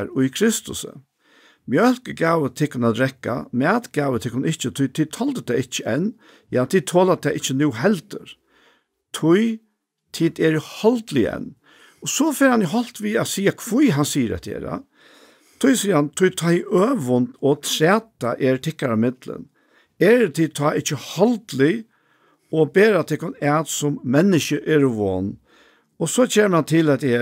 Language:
Faroese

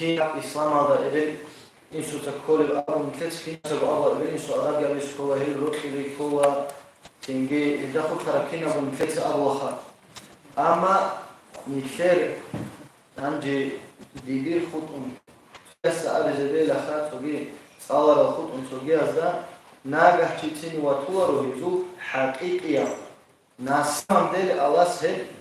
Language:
Avaric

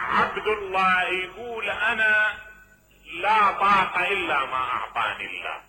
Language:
Mesopotamian Arabic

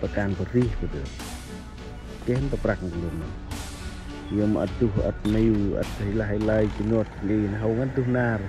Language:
Central Mnong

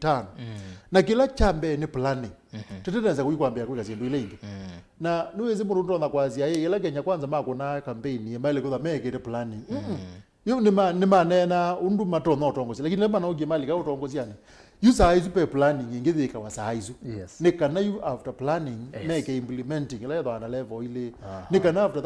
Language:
Kamba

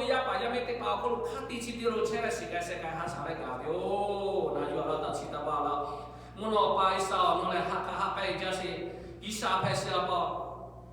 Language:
Lahu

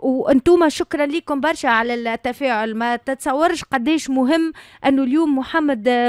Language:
Tunisian Arabic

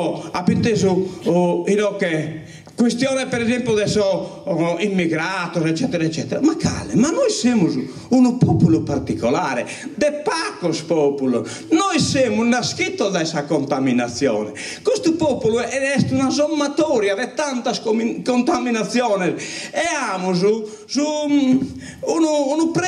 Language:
Sardinian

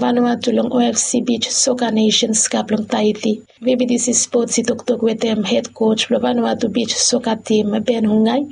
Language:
Bislama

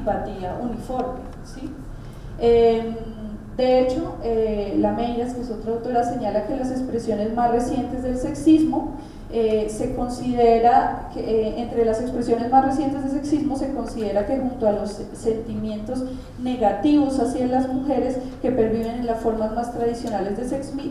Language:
Spanish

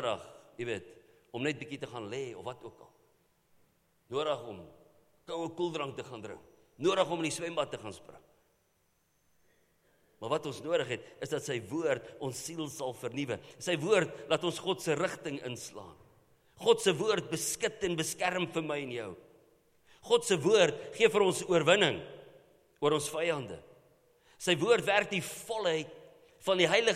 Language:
Afrikaans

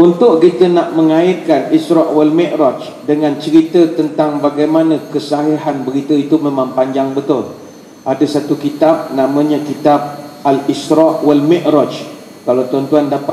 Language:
Malay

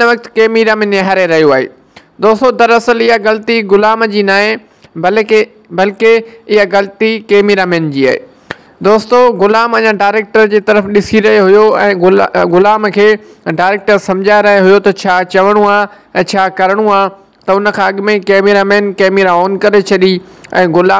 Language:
Sindhi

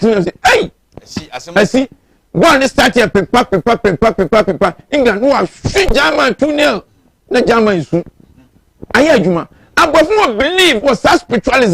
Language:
Akan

